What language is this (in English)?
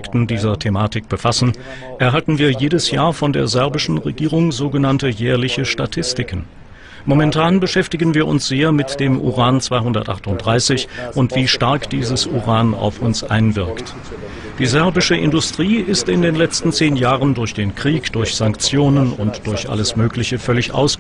German